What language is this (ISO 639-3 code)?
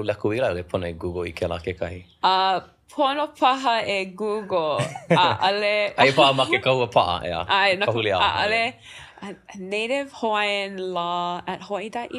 haw